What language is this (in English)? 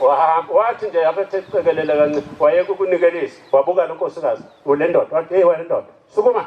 Zulu